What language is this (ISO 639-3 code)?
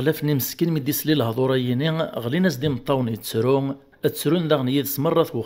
kab